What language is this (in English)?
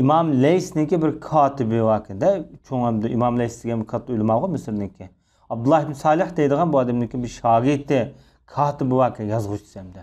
Uyghur